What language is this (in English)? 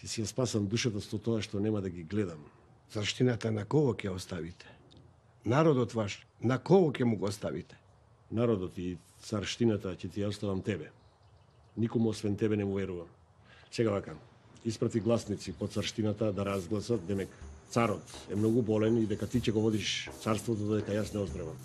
Macedonian